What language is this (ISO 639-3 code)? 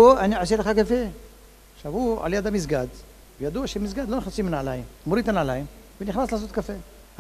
heb